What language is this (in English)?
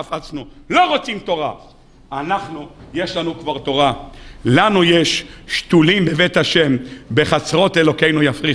Hebrew